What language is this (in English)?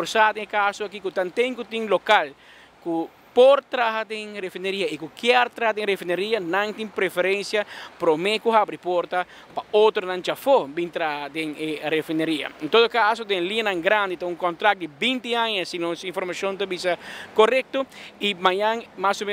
Papiamento